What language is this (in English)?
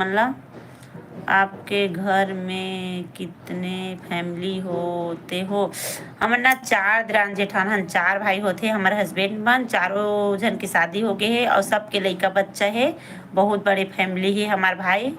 Chhattisgarhi